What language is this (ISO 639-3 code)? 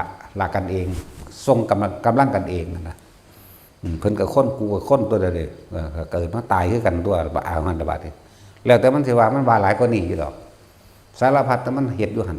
tts